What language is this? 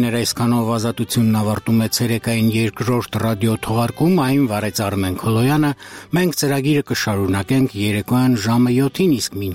Armenian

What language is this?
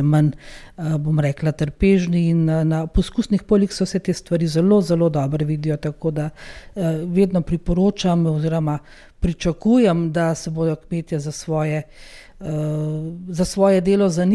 Slovenian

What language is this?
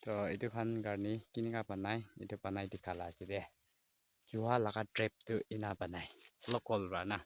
Naga Pidgin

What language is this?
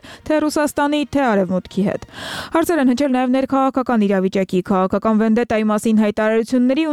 Armenian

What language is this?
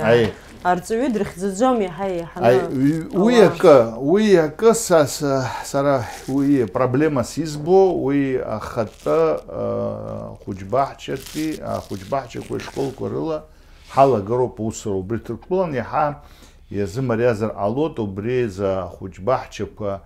Abkhazian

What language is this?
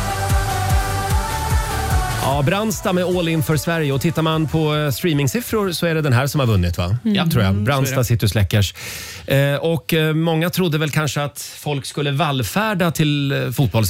Swedish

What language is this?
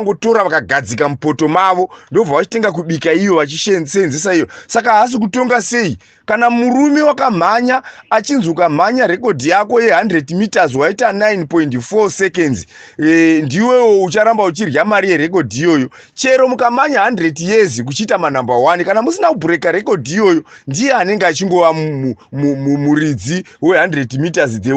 Shona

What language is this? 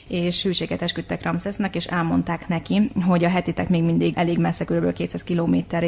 Hungarian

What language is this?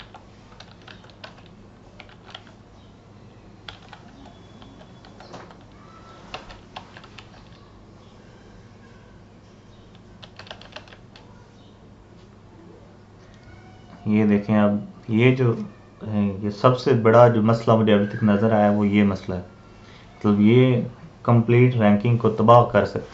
Hindi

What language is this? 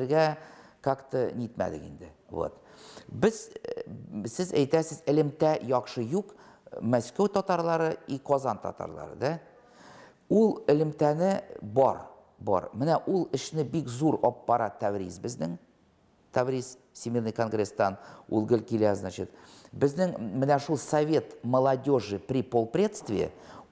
Tatar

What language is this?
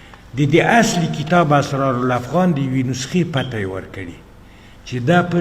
Pashto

